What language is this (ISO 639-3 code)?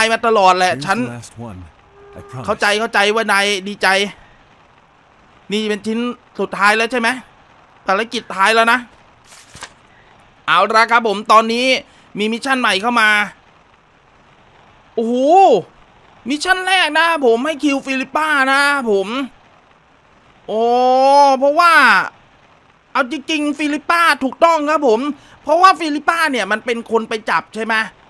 tha